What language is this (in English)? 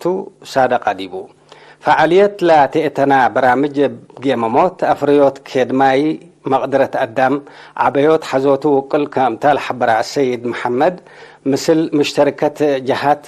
Tigre